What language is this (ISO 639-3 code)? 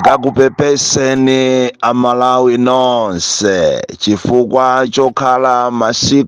nya